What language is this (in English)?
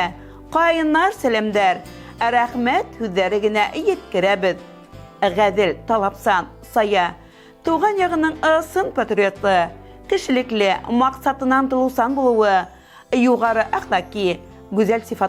Bashkir